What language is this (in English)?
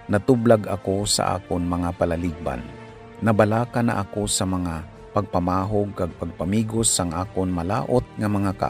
Hiligaynon